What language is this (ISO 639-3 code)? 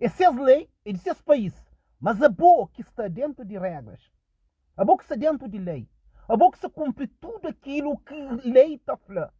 kea